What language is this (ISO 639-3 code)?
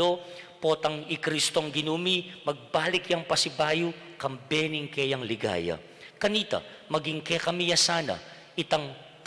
pam